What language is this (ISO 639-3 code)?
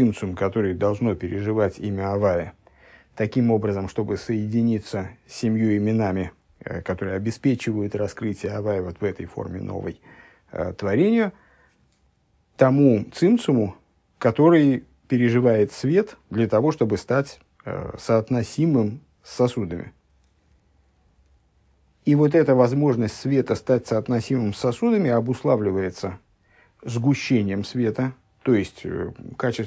rus